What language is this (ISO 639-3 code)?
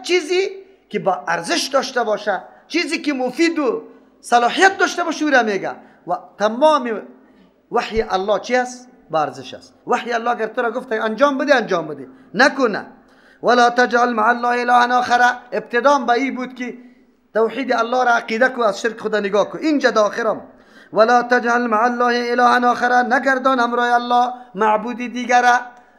fas